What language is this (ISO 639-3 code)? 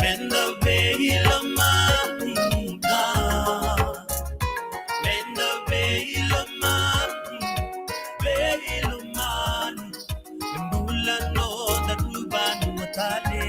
fij